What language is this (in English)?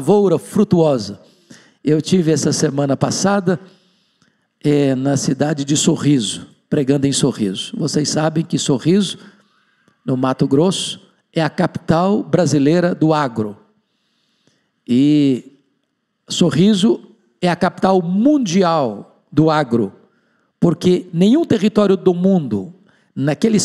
Portuguese